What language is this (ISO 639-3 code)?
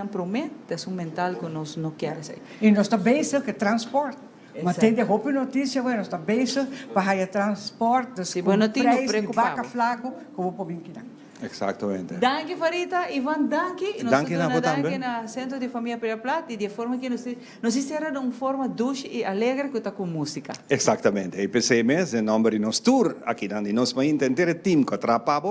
pap